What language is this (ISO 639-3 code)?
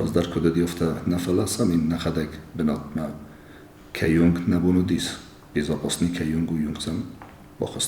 oss